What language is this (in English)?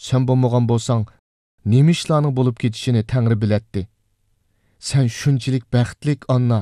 Uyghur